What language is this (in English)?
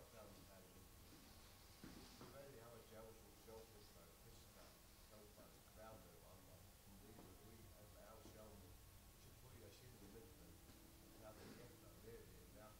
Faroese